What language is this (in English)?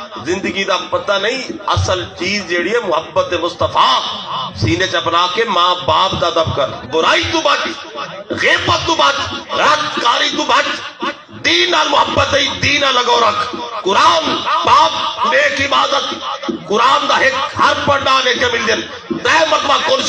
Saraiki